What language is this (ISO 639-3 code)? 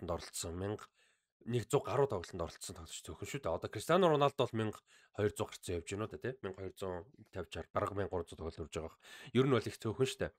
mon